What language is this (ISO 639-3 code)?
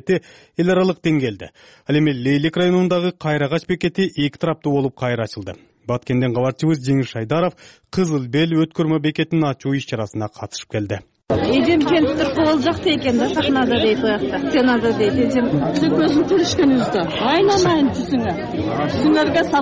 kir